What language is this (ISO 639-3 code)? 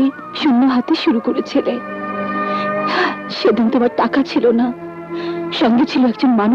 ben